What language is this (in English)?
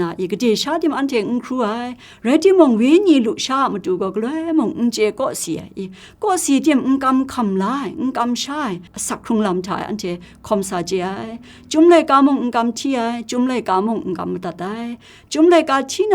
Kachin